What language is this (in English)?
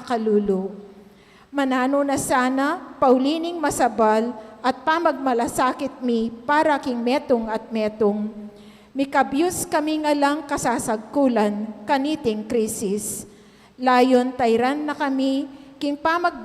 Pampanga